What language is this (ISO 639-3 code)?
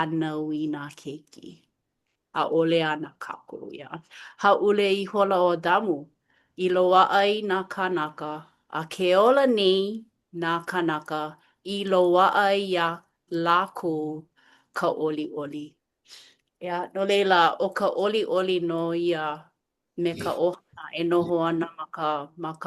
haw